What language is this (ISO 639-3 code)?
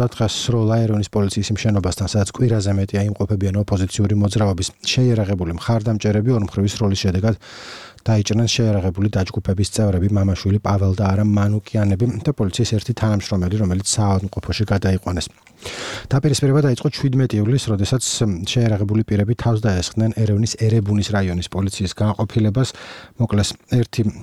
kat